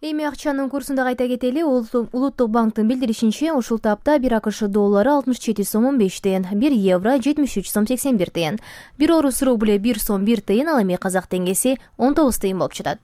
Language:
Kyrgyz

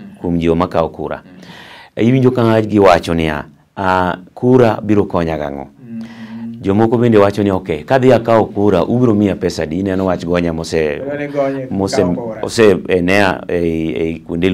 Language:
Luo (Kenya and Tanzania)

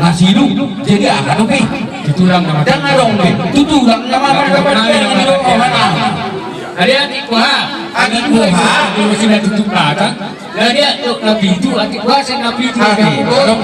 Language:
Batak Toba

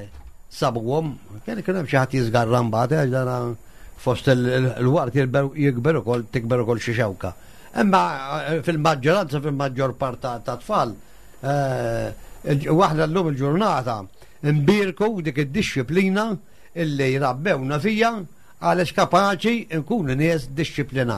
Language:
Maltese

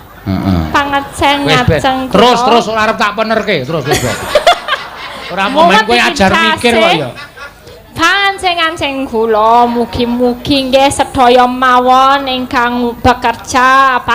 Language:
Javanese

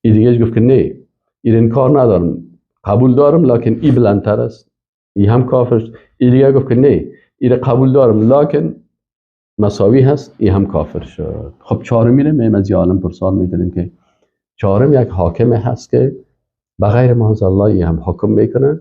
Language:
Persian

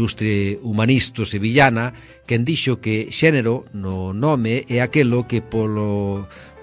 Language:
Galician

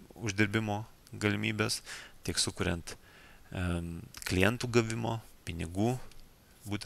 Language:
Lithuanian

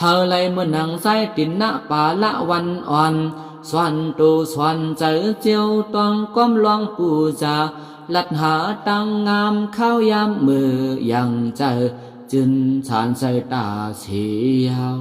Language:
Shan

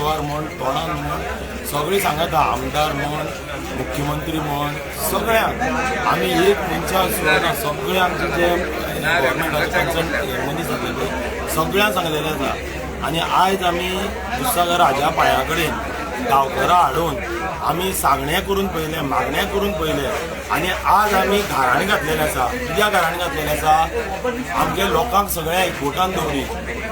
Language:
Konkani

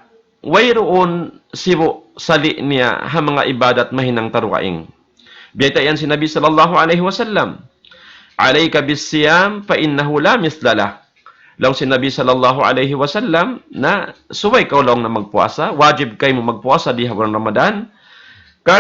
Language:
Tausug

